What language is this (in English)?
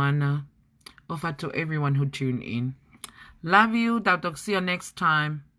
Tongan